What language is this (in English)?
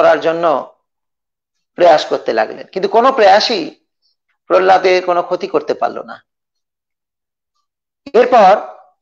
Bangla